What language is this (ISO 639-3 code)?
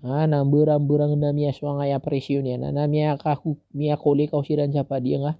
mrw